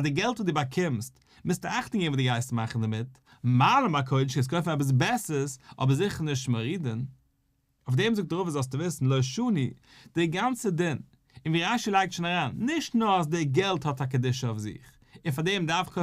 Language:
Yiddish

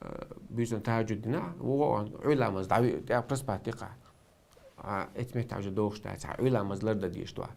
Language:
Chechen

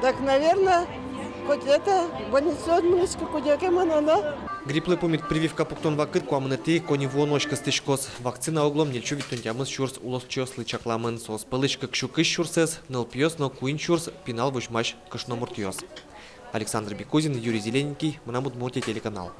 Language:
Udmurt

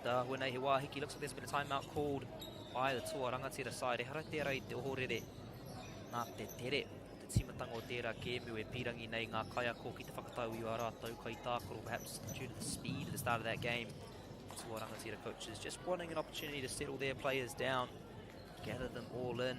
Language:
Māori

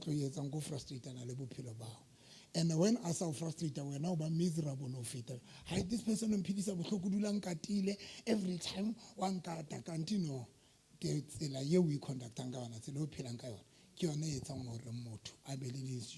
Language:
Southern Sotho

